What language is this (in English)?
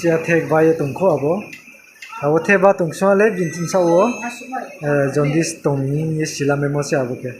Riang (India)